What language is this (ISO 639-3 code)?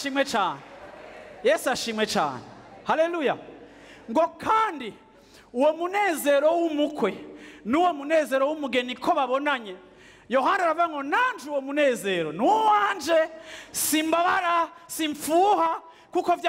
run